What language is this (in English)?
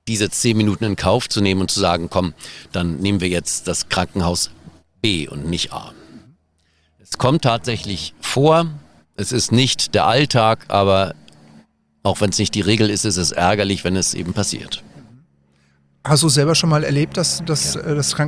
German